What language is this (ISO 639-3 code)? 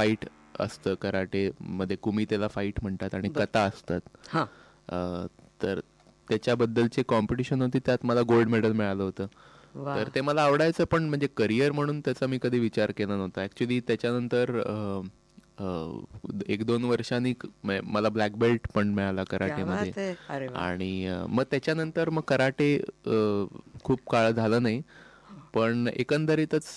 mar